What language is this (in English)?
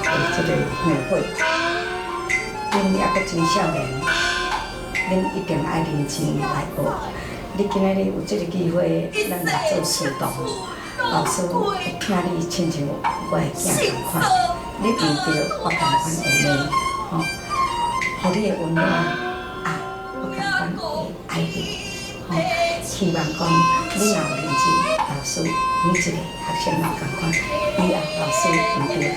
Min Nan Chinese